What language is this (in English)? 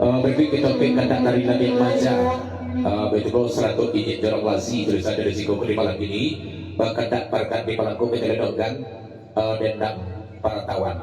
Minangkabau